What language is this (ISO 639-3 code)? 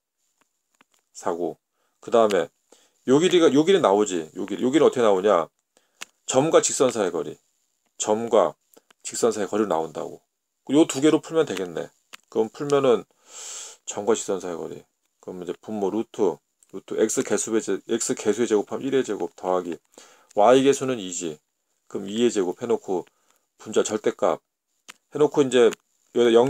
kor